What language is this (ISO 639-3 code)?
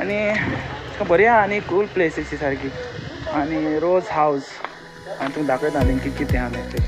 kok